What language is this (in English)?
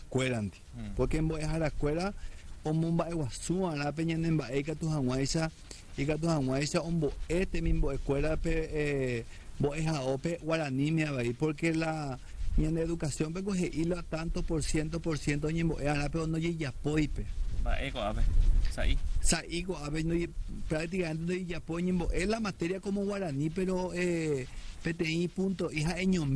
Guarani